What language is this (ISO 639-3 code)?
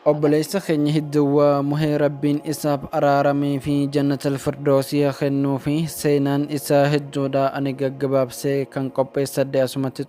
orm